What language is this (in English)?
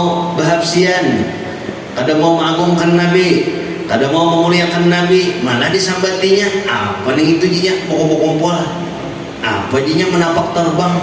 Banjar